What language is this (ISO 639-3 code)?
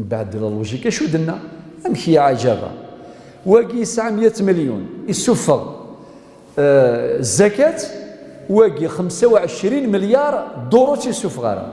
kab